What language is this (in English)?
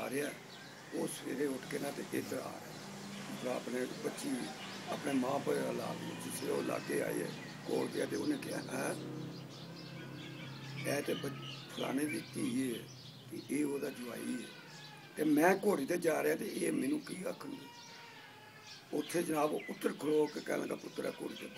Punjabi